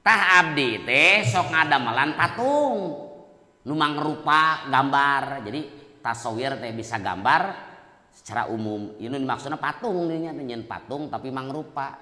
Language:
Sundanese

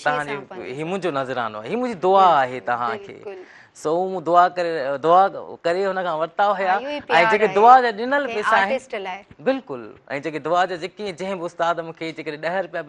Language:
Sindhi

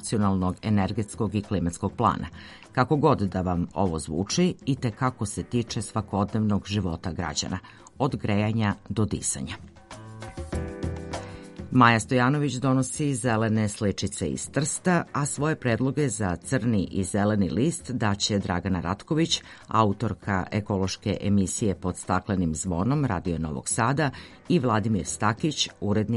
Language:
Serbian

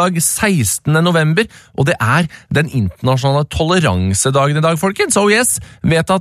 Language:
Norwegian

